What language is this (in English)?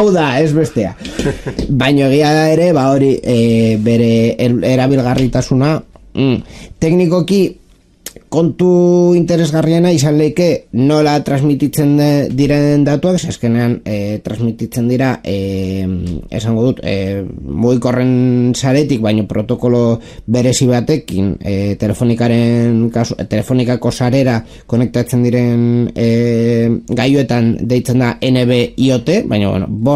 Basque